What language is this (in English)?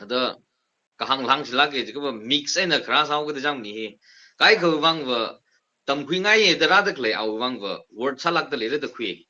Tangkhul Naga (India)